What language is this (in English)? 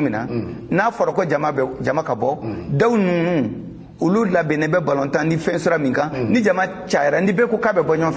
Bambara